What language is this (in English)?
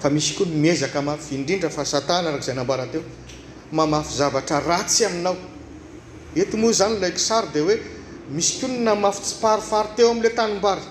Malagasy